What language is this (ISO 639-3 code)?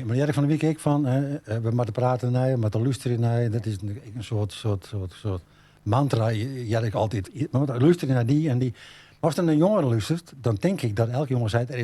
fry